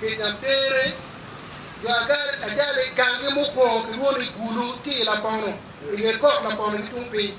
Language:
Acoli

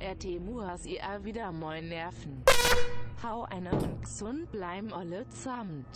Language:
Bavarian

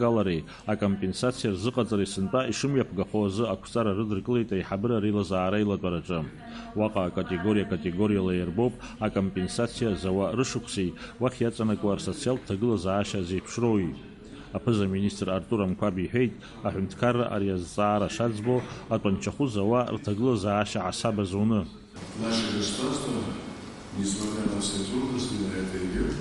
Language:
Abkhazian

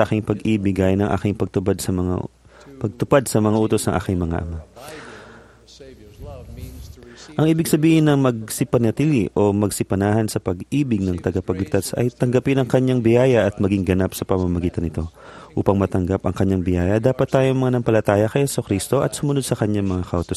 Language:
Filipino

